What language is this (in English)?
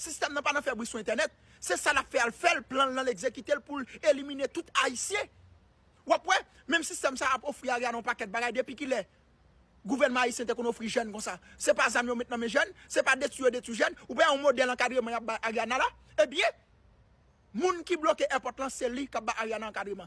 Haitian Creole